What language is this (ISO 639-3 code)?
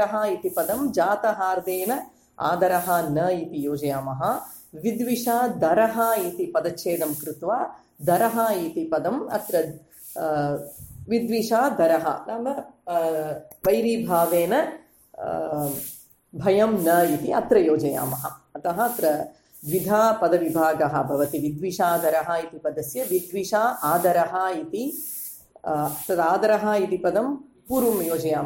san